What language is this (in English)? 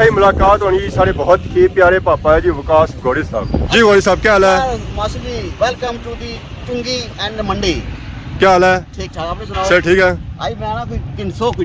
Pahari-Potwari